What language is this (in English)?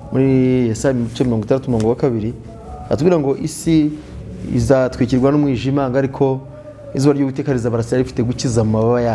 Kinyarwanda